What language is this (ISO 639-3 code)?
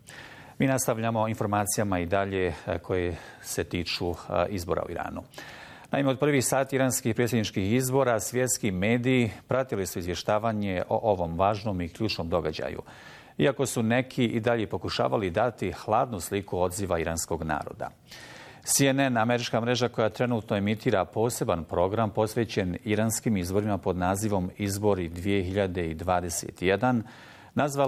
bos